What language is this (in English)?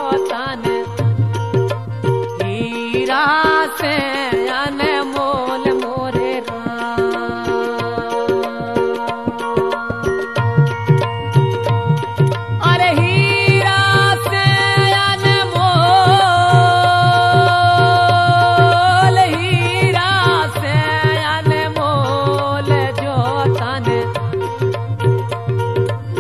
Bundeli